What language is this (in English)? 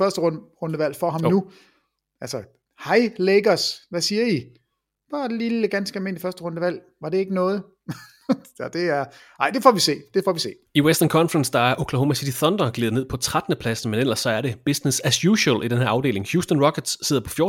Danish